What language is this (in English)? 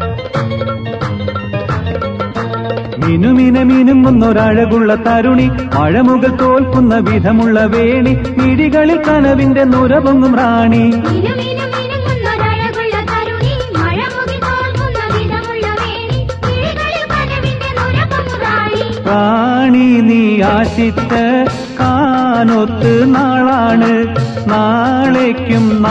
Malayalam